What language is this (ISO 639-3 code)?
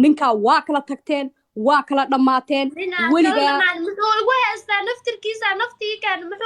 som